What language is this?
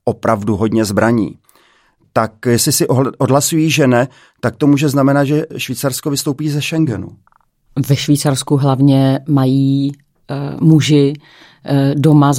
Czech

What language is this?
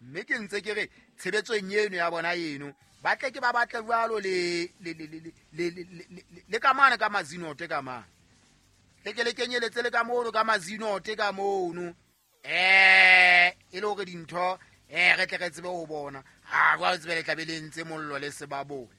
Southern Sotho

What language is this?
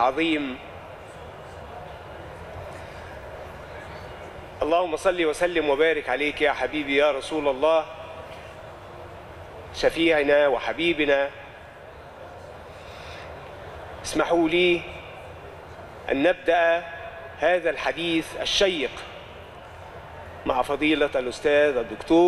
Arabic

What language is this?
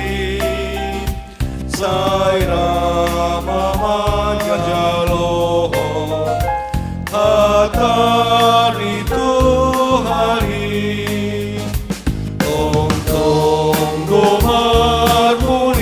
Batak Simalungun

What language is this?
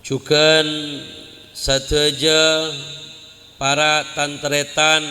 Madurese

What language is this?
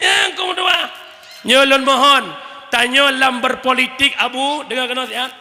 Achinese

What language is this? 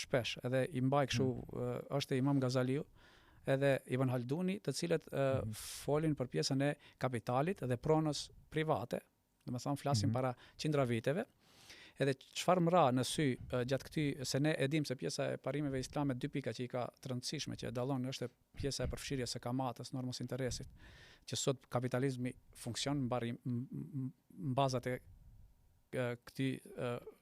Albanian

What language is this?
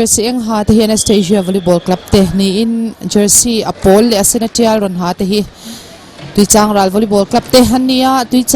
Mizo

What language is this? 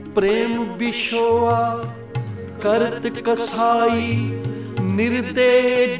Hindi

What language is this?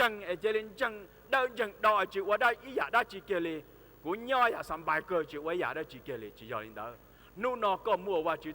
Hmong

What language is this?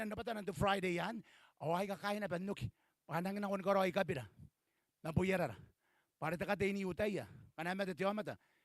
Gilbertese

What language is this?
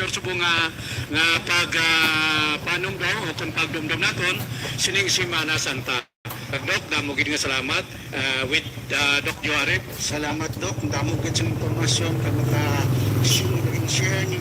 Hiligaynon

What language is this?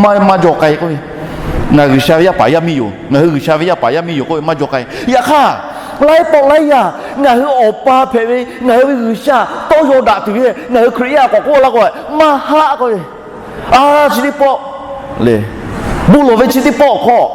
Lahu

